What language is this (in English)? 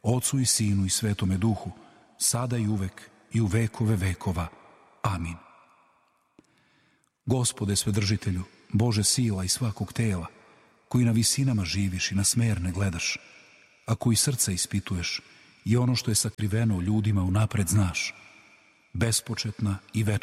Serbian